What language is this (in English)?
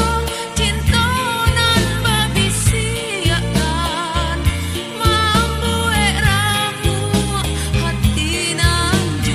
Minangkabau